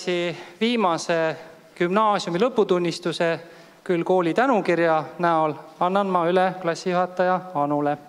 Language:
Estonian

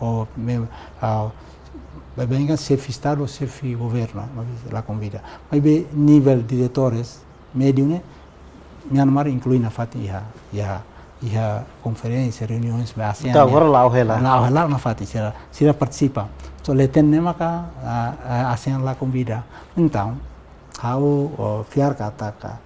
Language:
Tetum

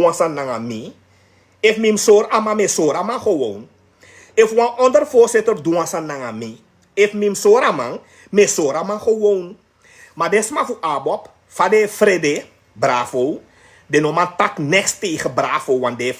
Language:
Sranan Tongo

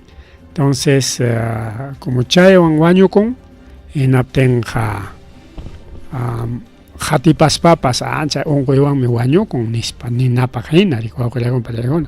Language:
Ayacucho Quechua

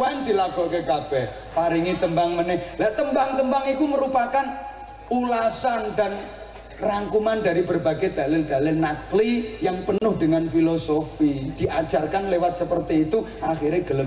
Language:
Javanese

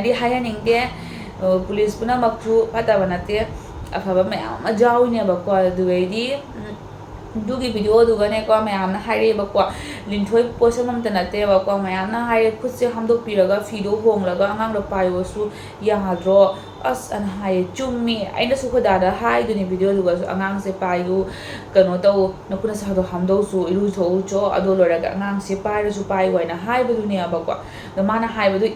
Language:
Manipuri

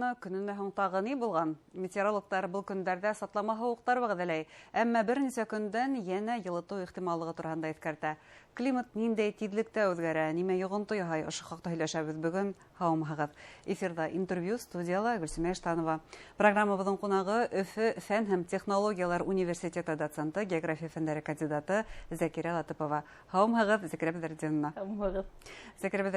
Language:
Bashkir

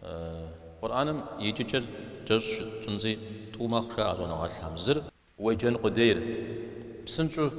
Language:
Kabardian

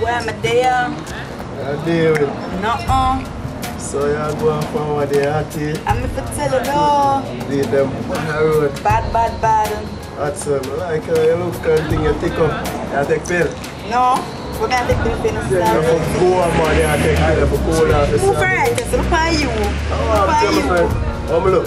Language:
Jamaican Creole English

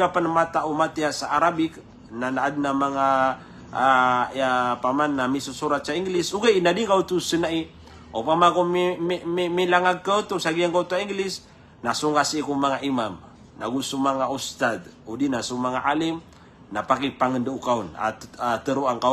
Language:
Maranao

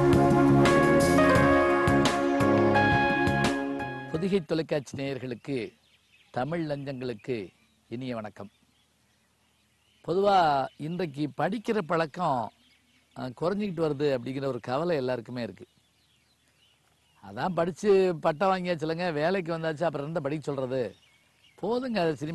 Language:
Tamil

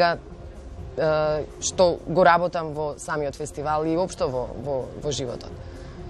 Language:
Macedonian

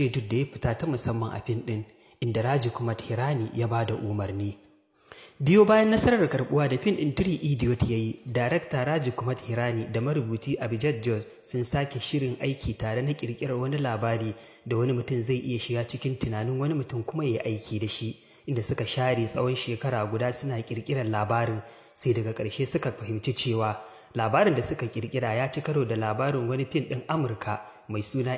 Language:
Hausa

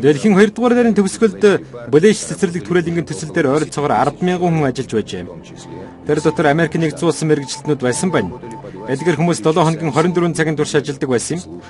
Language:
Mongolian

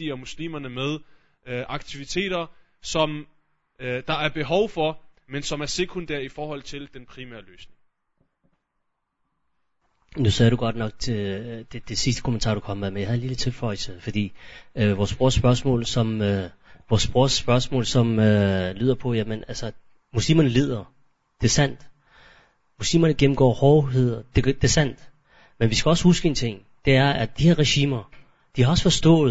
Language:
Danish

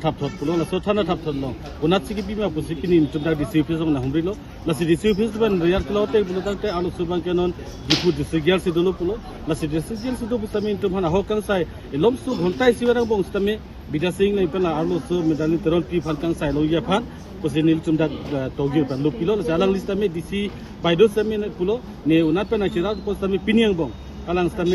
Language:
Karbi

